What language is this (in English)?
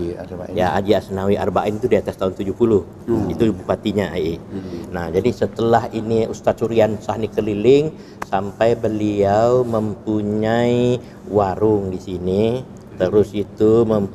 Banjar